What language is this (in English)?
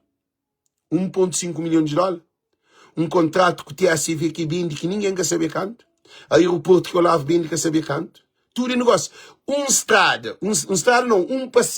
Kabuverdianu